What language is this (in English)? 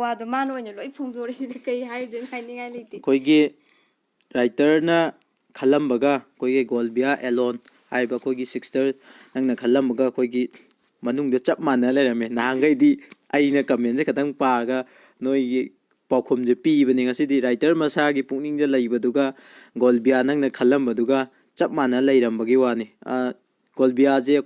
Manipuri